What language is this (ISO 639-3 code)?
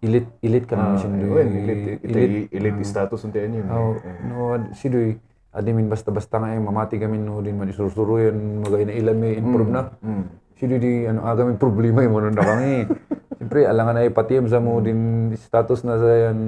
kne